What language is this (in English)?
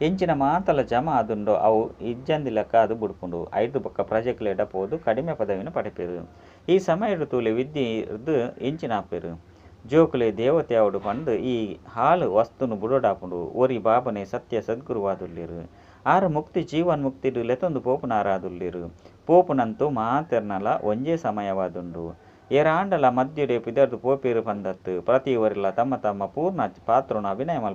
Tulu